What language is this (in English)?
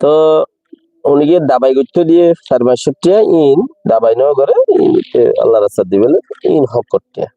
Rohingya